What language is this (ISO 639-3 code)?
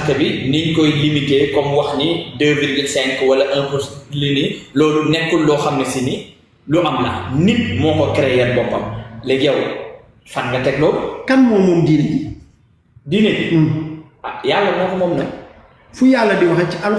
wol